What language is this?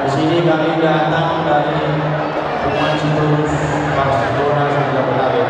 Batak Toba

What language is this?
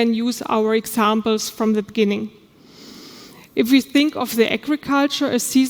English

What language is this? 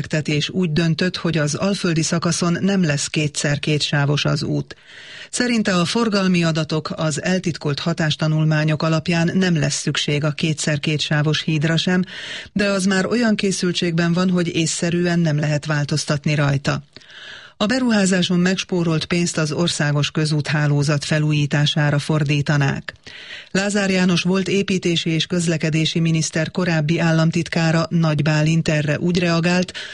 Hungarian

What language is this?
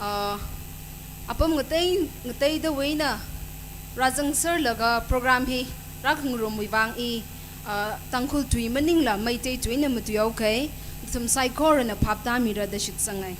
Tangkhul Naga (India)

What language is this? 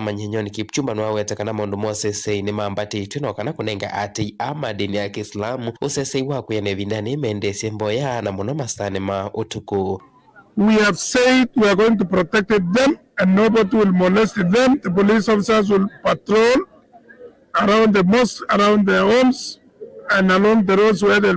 Kamba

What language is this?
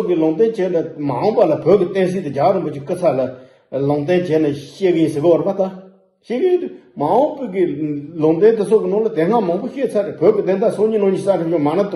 Tibetan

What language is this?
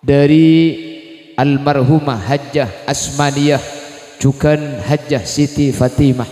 Madurese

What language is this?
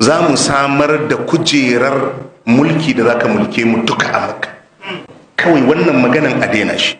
Hausa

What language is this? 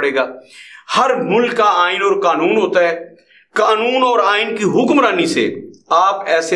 Urdu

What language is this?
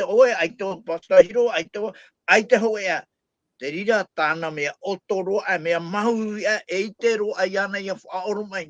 Tahitian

